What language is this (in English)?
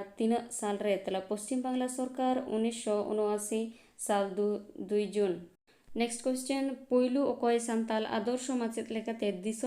Santali